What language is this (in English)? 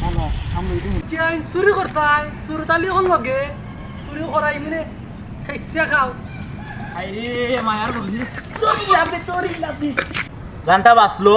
Sylheti